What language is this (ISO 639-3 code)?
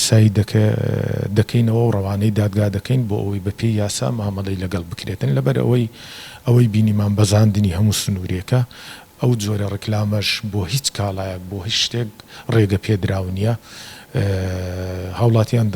ckb